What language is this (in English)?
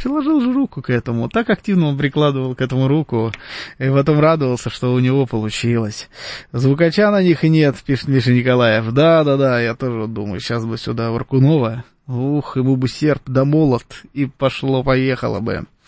Russian